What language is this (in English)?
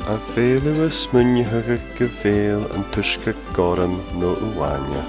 Scottish Gaelic